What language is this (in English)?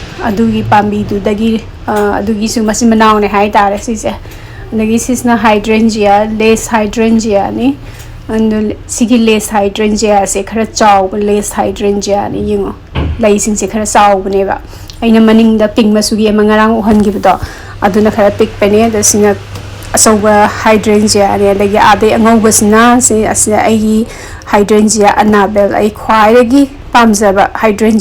Manipuri